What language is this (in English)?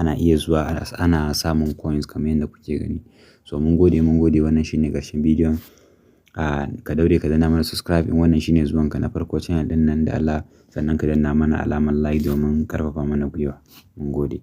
Hausa